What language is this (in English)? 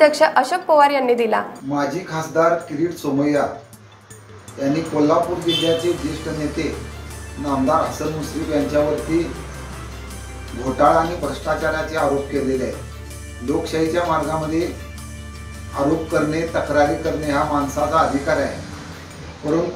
Marathi